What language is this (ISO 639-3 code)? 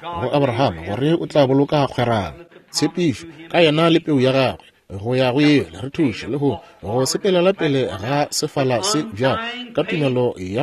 nso